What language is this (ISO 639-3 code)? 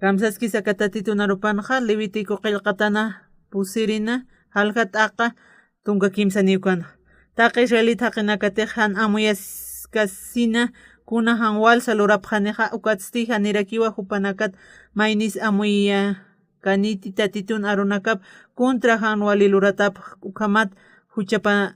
aym